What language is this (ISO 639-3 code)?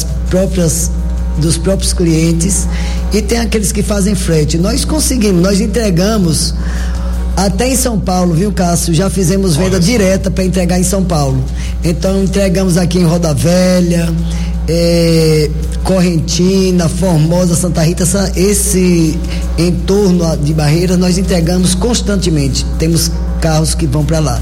por